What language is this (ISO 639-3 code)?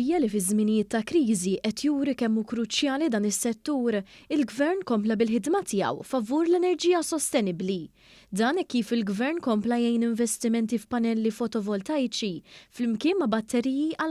mlt